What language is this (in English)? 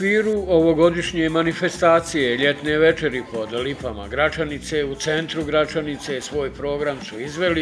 Bosnian